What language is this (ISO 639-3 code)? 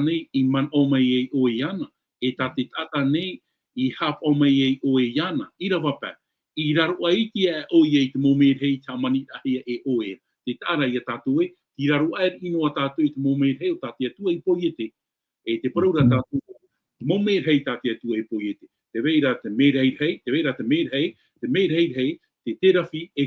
tah